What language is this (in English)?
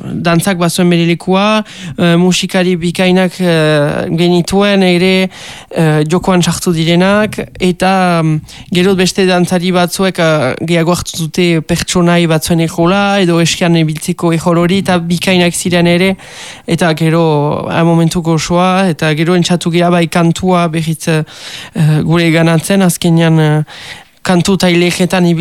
Basque